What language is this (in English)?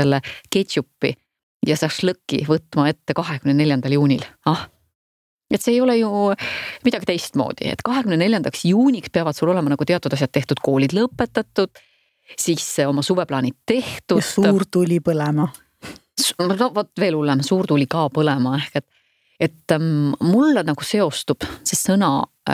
Estonian